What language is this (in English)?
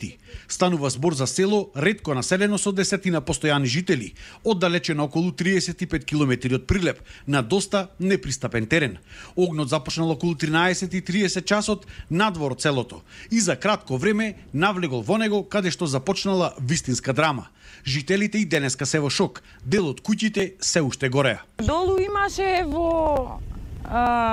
Macedonian